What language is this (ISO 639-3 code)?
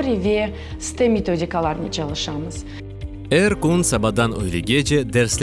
crh